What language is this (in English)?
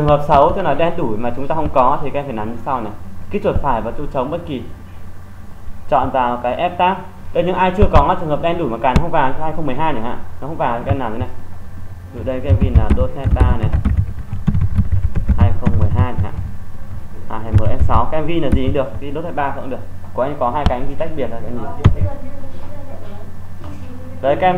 Vietnamese